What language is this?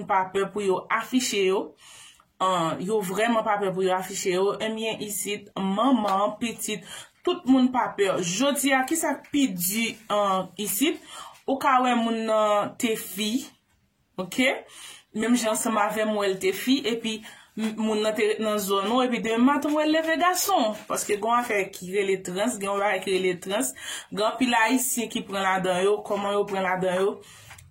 Haitian Creole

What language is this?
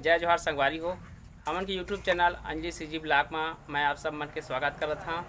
Chhattisgarhi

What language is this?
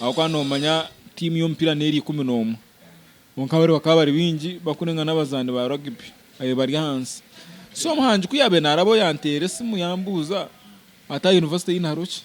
Nyankole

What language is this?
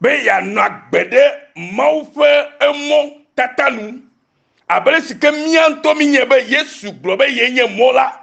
Ewe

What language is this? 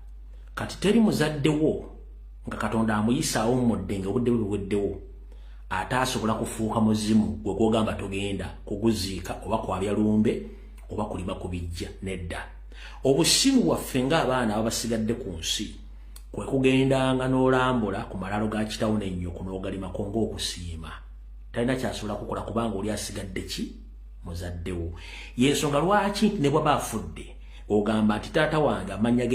Ganda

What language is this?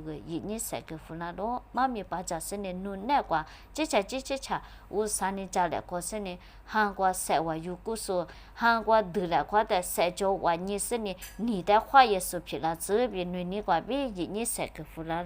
Lisu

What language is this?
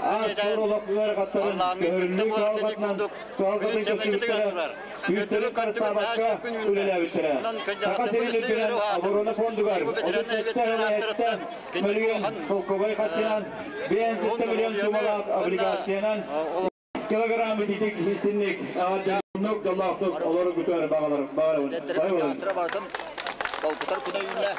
Yakut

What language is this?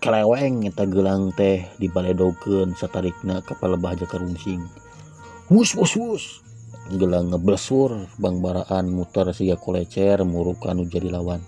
Sundanese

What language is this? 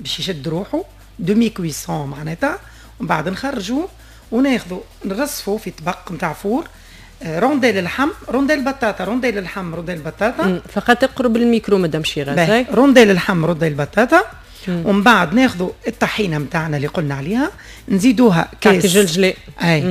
Tunisian Arabic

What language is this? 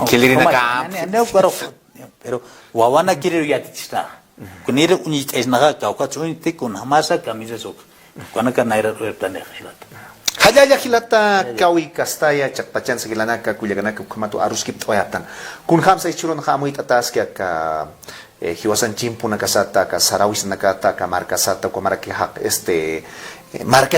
Aymara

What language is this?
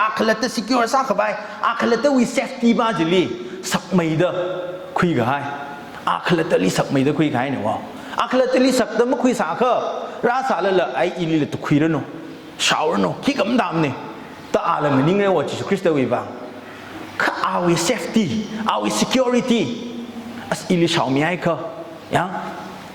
Tangkhul Naga (India)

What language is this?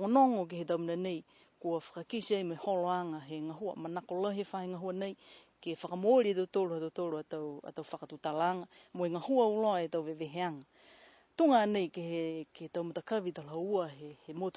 Niuean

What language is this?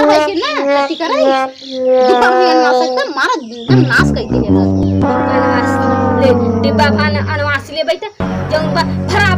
Awadhi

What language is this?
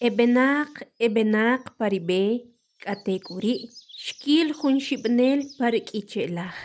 Kʼicheʼ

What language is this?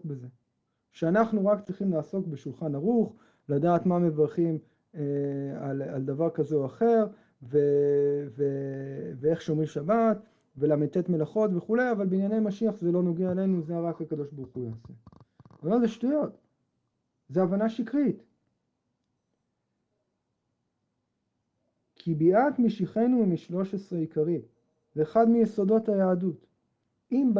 Hebrew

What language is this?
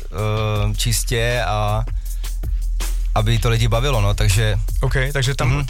Czech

